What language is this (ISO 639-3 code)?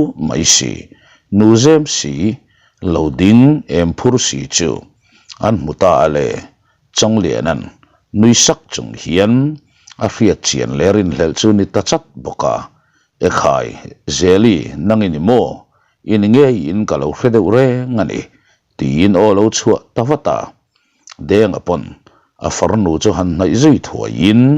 lus